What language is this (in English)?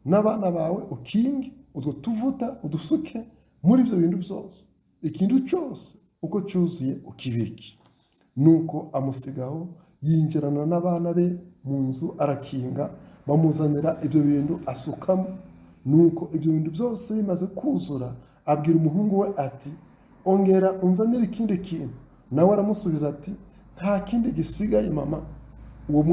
Kinyarwanda